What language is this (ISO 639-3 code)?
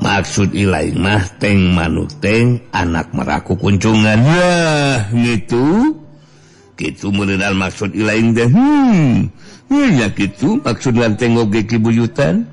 sun